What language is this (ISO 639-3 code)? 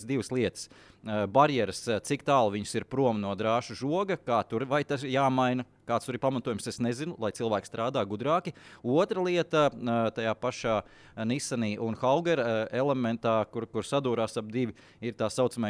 lav